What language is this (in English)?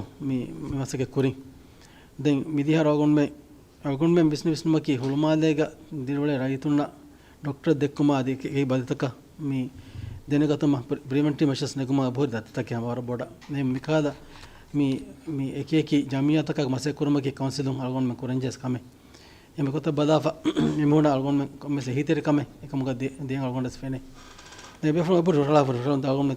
Divehi